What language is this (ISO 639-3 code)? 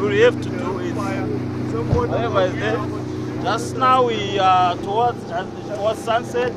eng